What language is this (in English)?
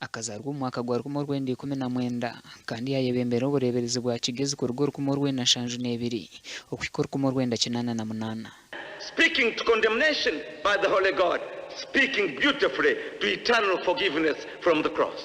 Nyankole